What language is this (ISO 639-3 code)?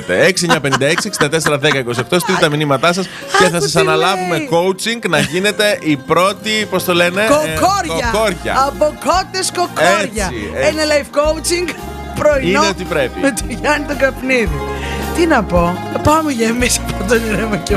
ell